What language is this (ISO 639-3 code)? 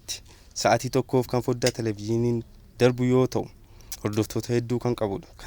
orm